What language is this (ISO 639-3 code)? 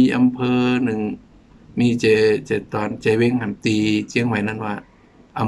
shn